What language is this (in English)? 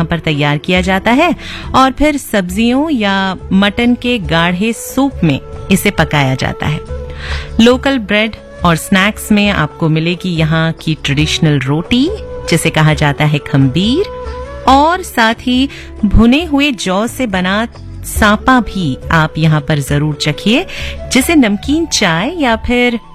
Hindi